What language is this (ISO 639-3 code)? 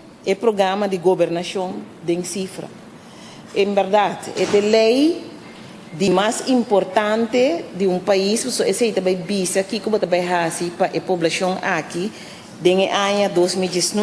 pap